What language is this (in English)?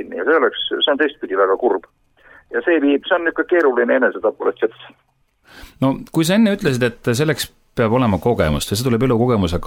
Estonian